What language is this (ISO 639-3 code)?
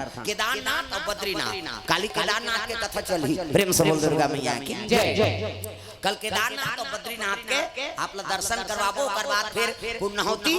hne